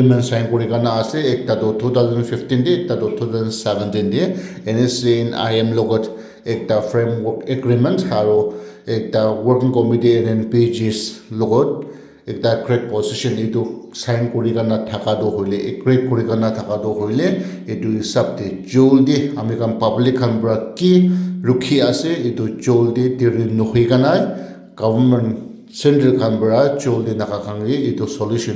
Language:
Naga Pidgin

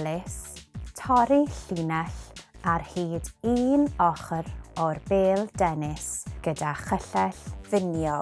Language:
Welsh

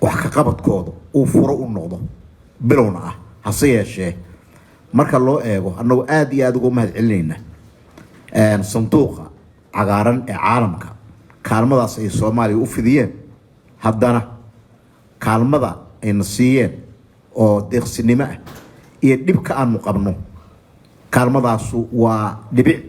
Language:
Somali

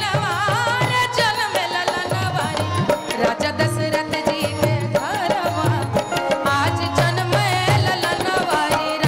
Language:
Bhojpuri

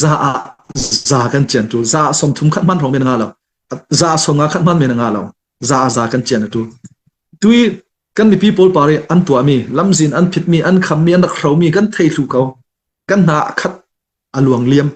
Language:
Hakha Chin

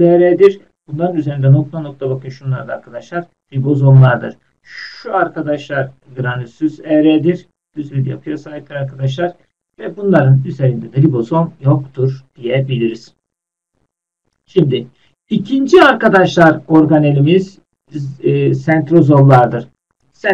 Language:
Turkish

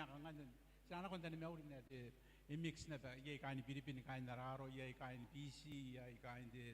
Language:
Gilbertese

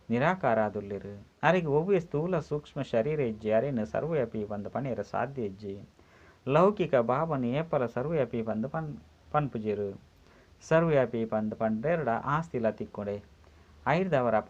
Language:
Tulu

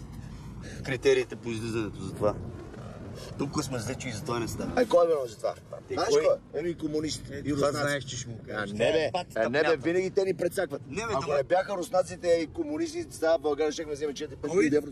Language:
Bulgarian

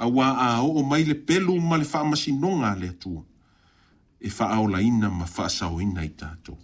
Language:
Samoan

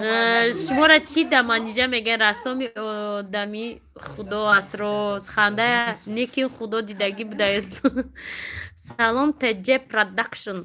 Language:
Tajik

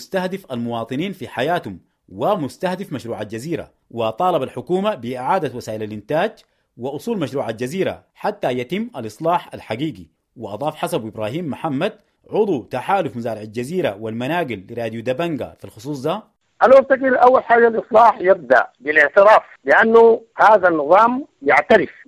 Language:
Sudanese Arabic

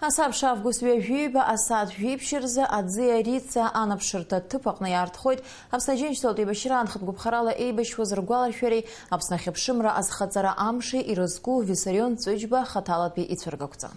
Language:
Abkhazian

